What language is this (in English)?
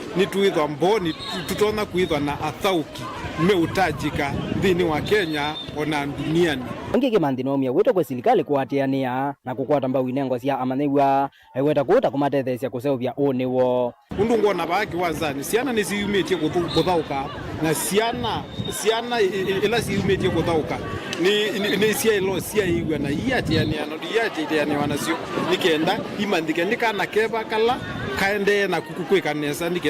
Kamba